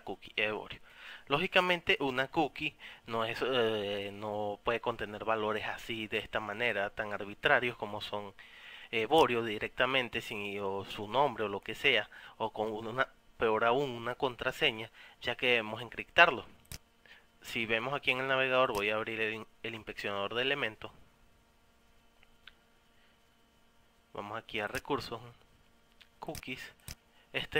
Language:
Spanish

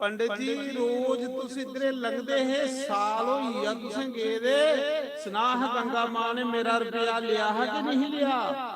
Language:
Dogri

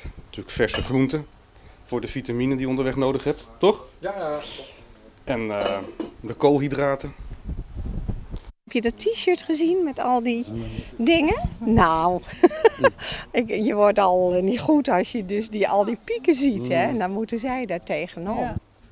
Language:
Dutch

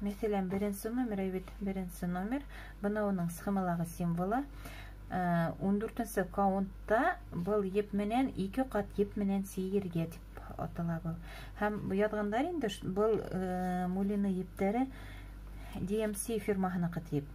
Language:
Bashkir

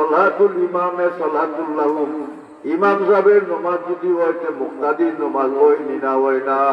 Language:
Sylheti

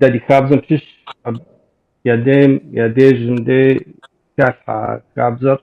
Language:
Kabardian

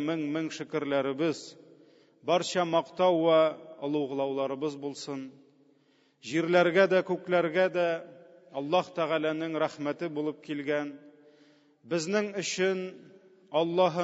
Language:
Tatar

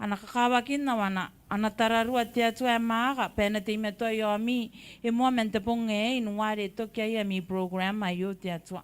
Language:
Gilbertese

